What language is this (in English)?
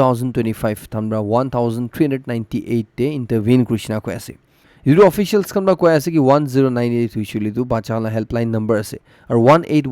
Naga Pidgin